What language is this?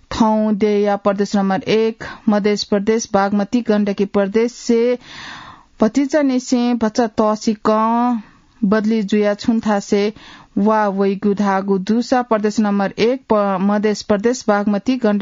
Newari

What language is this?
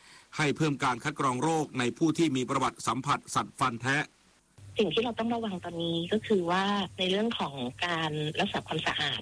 Thai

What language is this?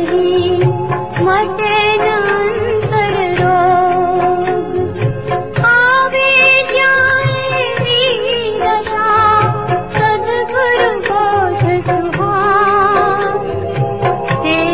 Gujarati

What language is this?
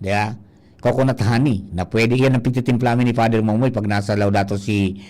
Bikol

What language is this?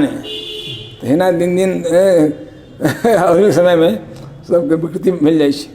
Maithili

